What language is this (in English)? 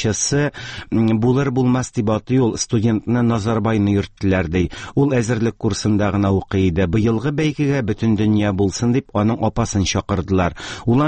Tatar